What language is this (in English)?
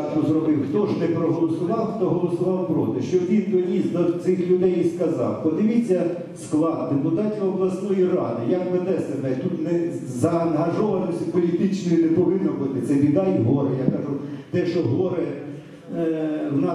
Ukrainian